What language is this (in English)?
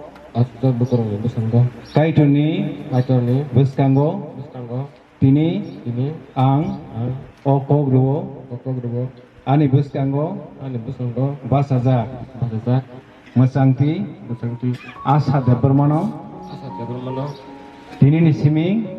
Kok Borok